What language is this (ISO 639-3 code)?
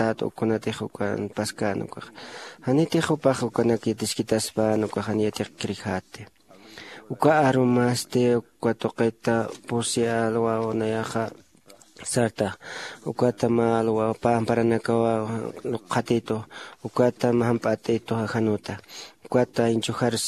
aym